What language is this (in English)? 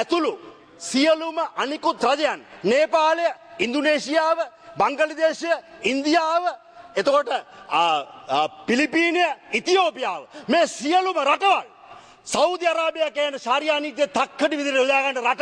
Sinhala